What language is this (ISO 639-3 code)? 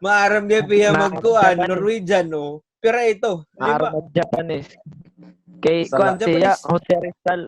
war